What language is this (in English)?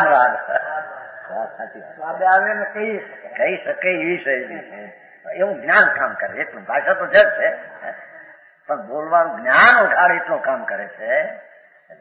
Gujarati